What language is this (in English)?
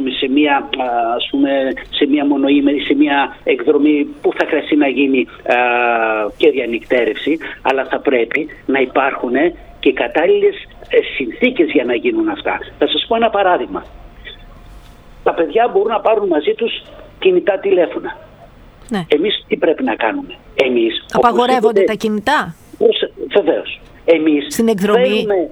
Greek